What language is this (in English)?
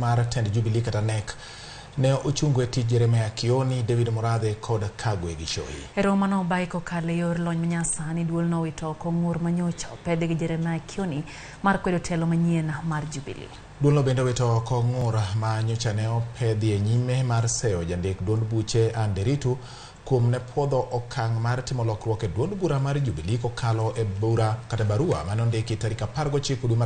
Luo (Kenya and Tanzania)